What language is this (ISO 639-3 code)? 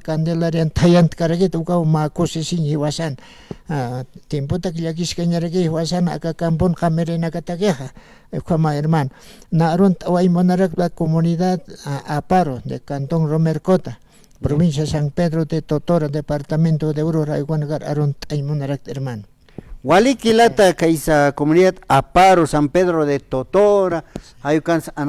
aym